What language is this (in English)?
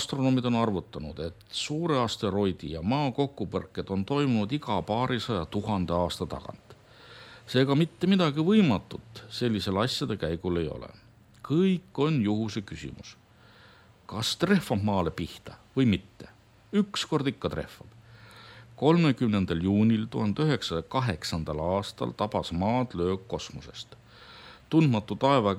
Estonian